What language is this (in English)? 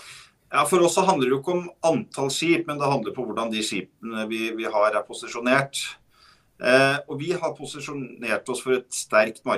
Norwegian